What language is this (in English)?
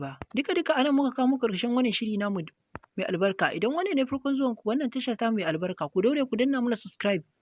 Hausa